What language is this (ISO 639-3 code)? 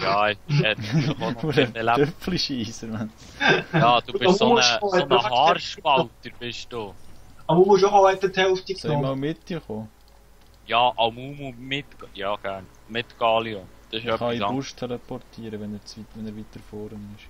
gsw